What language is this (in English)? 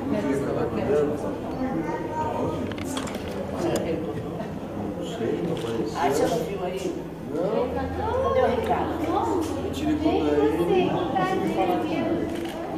Portuguese